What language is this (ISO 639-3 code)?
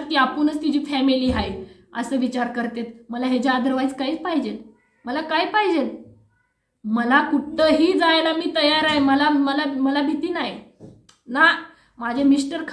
mar